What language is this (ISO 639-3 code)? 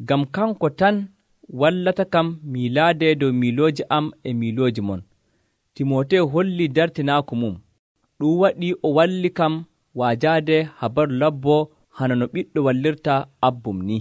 fuv